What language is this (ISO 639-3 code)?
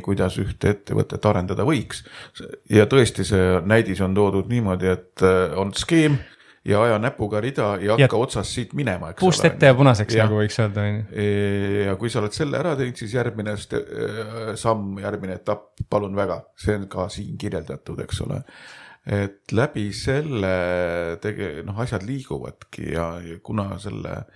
est